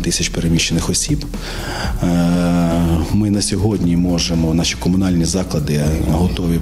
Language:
Ukrainian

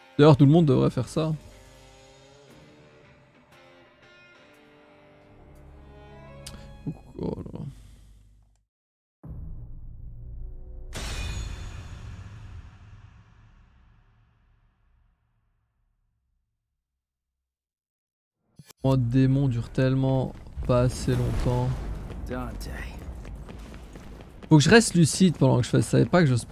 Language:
French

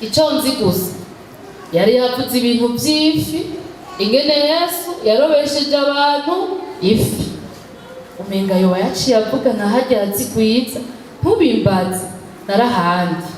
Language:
Rundi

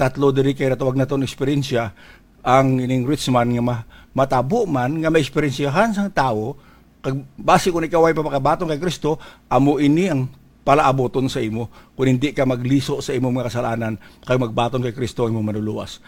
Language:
Hiligaynon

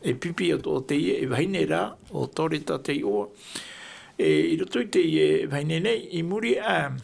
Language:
Tahitian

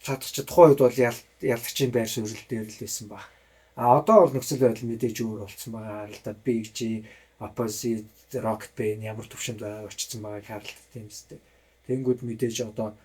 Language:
Mongolian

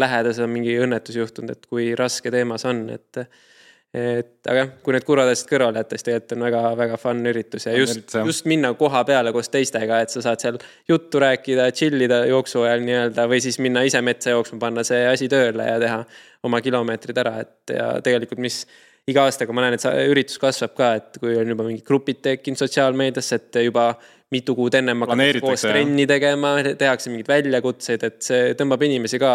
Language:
Estonian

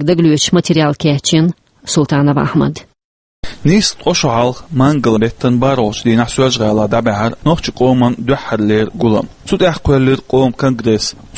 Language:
Chechen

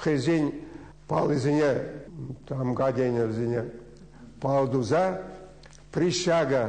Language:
Chuvash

